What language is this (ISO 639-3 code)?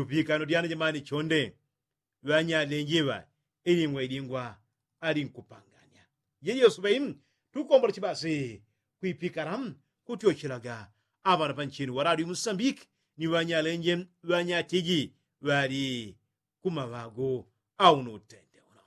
yao